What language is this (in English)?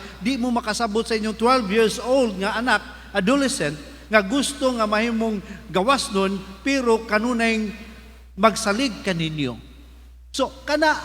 Cebuano